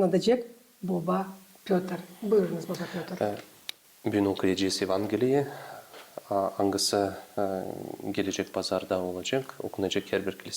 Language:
Gagauz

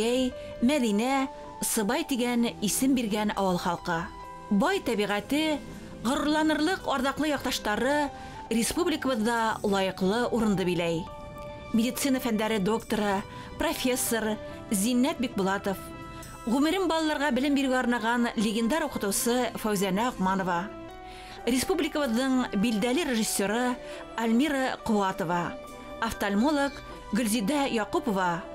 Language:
Bashkir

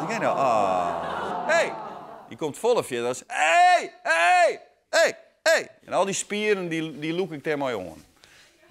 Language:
Western Frisian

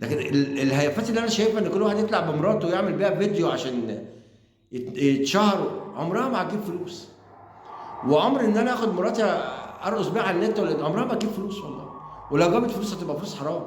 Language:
Egyptian Arabic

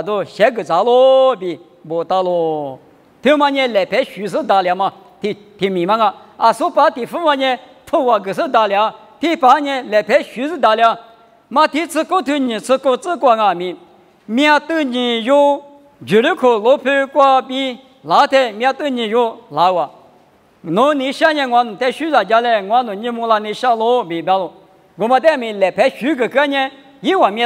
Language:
Lisu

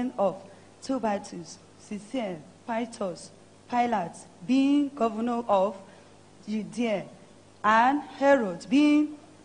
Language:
Ewe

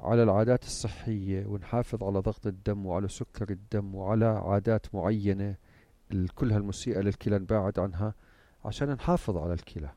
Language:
North Levantine Arabic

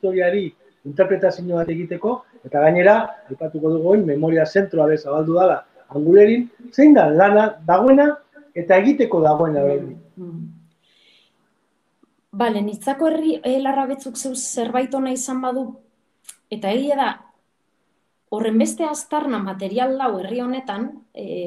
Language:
Basque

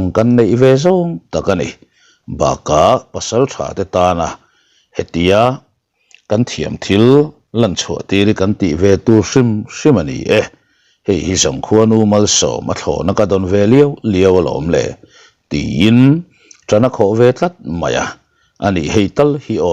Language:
Mizo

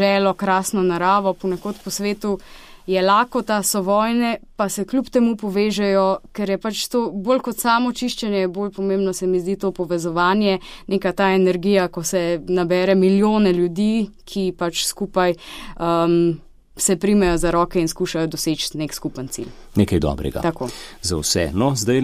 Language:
Slovenian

